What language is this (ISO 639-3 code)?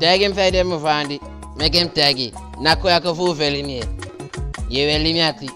djk